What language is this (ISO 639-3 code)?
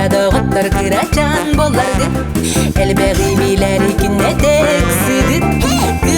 sah